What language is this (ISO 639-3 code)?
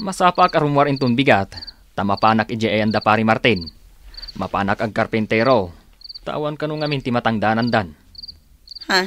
ilo